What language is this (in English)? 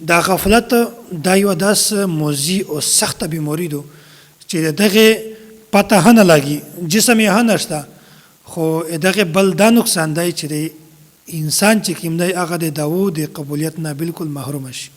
Pashto